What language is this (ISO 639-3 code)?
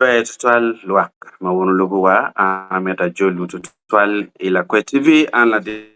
ach